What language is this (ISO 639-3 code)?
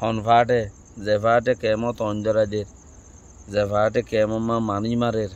rhg